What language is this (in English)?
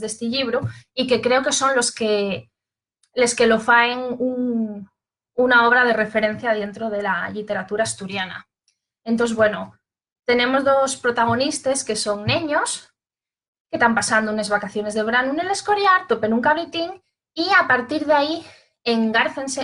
Asturian